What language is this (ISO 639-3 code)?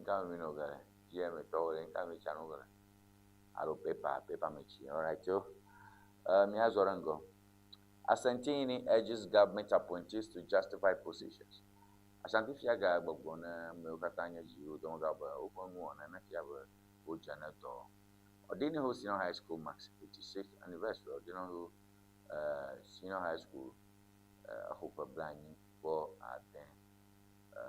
ewe